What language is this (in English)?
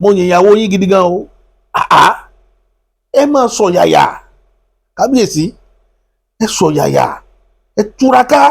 Yoruba